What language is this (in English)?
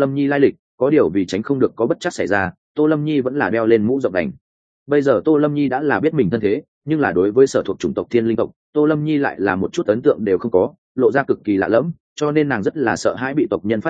Vietnamese